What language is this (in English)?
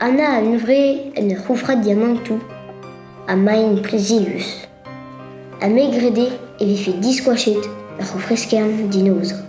Breton